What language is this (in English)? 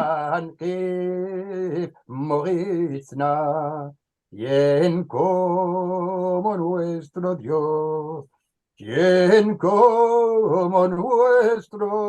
Ladino